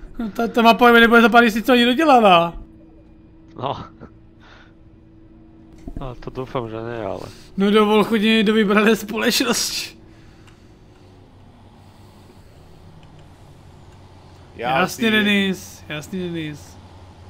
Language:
Czech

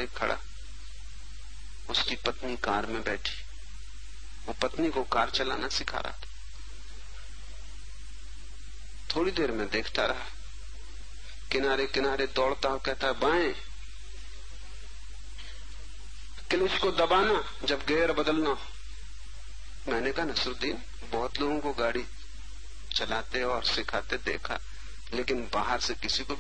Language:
Hindi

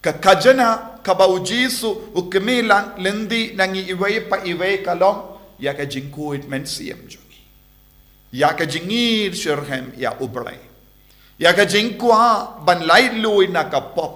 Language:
Khasi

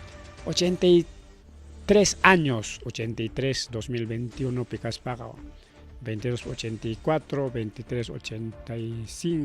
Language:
Ayacucho Quechua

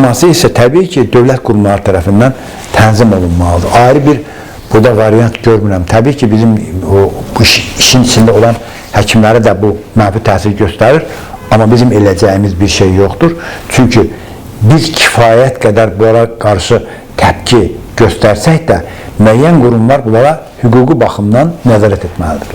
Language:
Azerbaijani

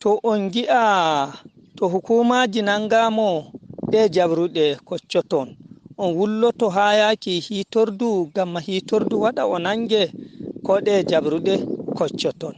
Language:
Nigerian Fulfulde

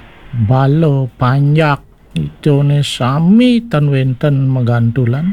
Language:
Balinese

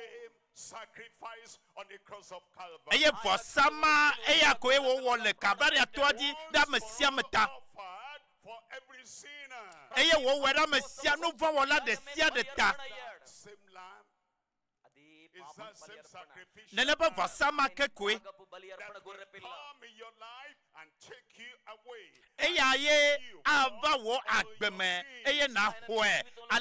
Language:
Ewe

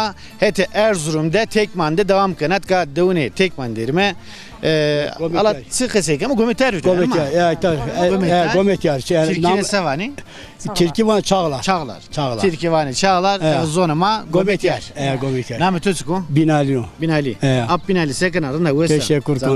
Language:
Zaza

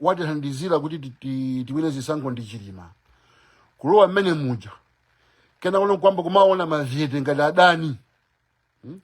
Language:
Nyanja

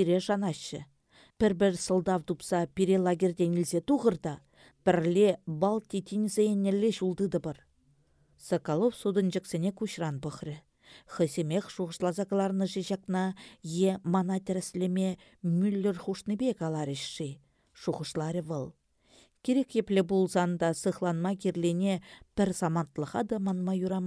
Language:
Chuvash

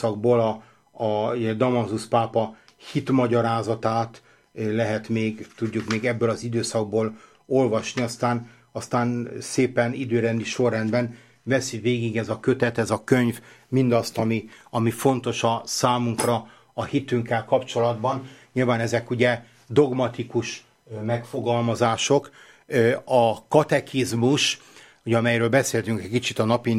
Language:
Hungarian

